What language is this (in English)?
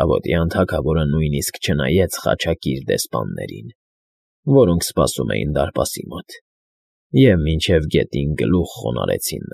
Armenian